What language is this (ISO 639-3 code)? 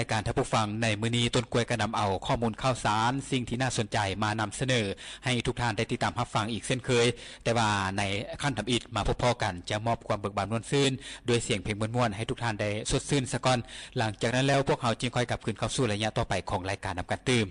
lao